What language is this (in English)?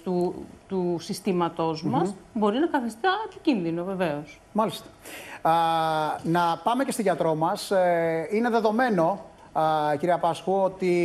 Greek